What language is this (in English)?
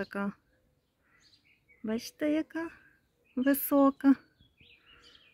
Ukrainian